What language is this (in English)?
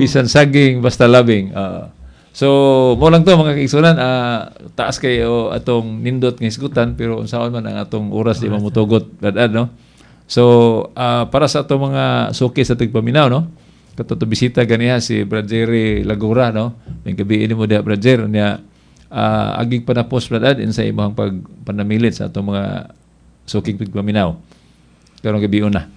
Cebuano